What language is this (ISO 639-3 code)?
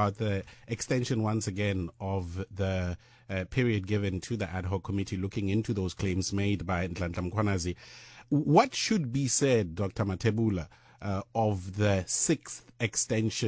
eng